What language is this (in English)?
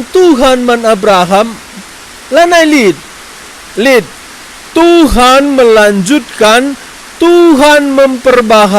Batak Karo